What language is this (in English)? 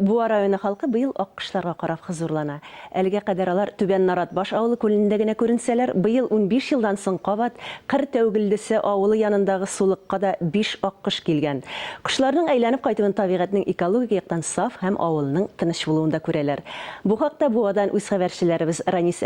Tatar